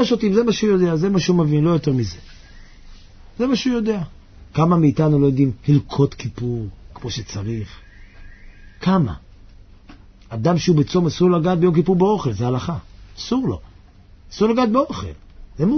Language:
Hebrew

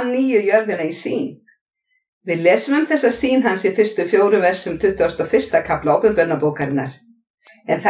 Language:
Icelandic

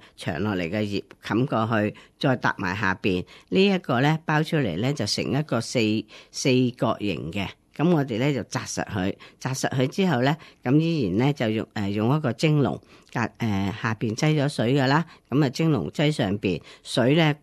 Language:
Cantonese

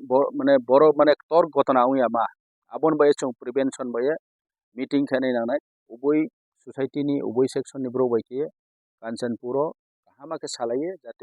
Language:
Riang (India)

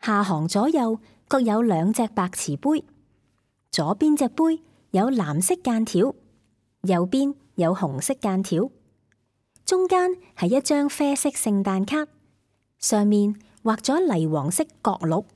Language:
Cantonese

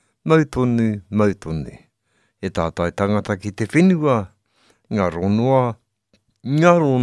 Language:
Māori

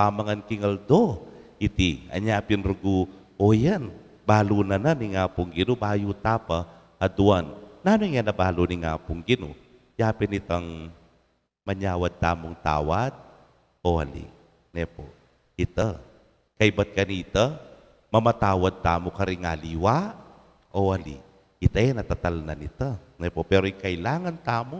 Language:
Pampanga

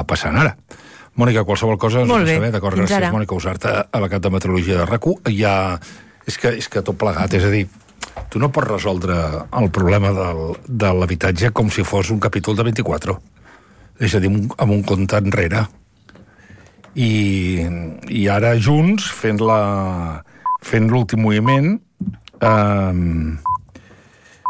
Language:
Catalan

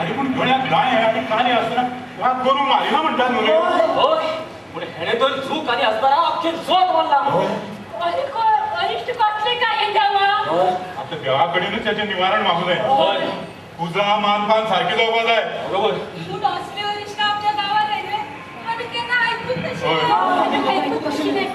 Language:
Konkani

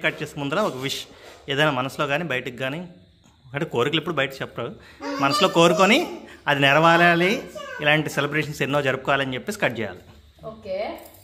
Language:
Telugu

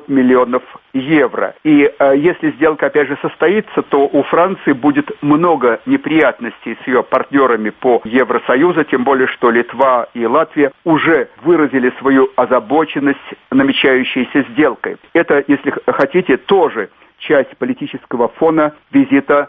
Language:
Russian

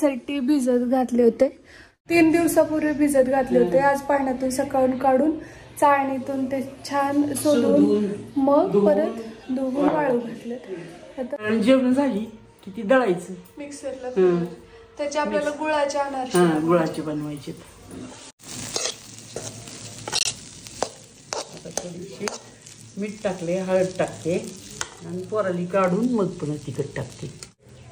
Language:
Marathi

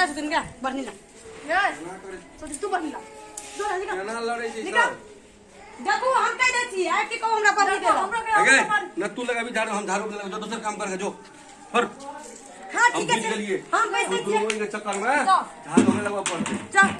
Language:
Maithili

